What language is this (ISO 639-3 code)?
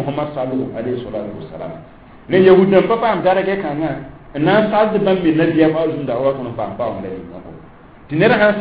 mos